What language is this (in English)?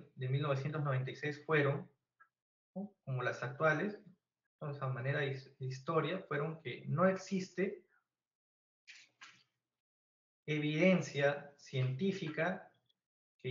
Spanish